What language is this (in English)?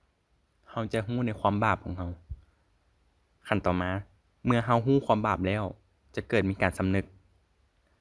Lao